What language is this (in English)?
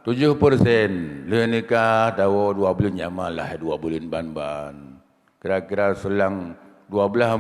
Achinese